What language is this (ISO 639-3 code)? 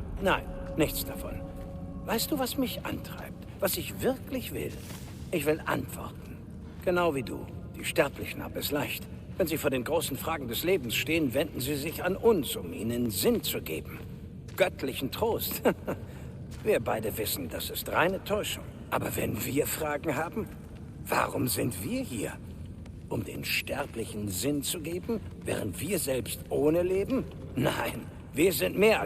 bar